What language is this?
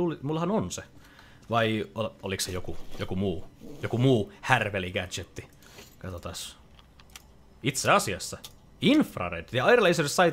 Finnish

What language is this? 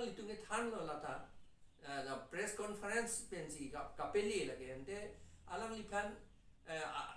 Karbi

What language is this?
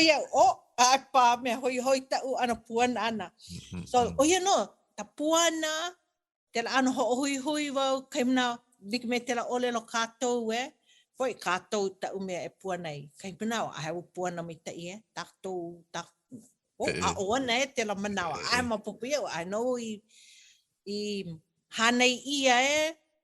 Hawaiian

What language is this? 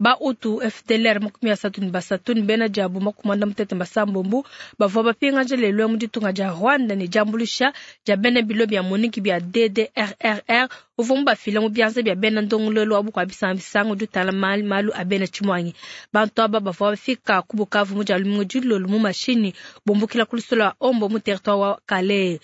Luba-Lulua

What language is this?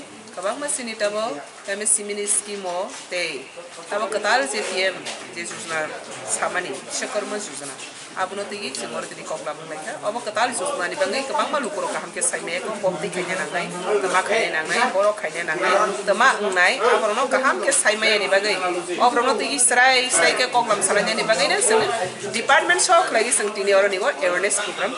Kok Borok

